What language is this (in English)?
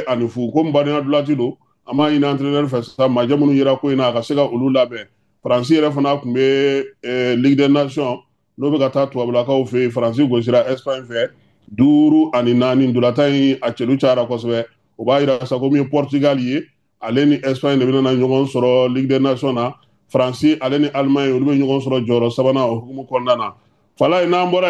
Bambara